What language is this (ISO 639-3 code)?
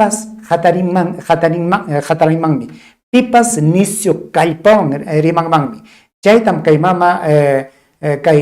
quy